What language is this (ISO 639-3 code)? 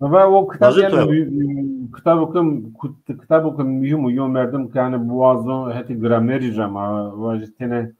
zza